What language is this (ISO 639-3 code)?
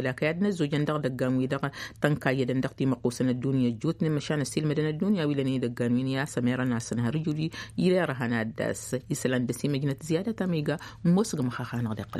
taq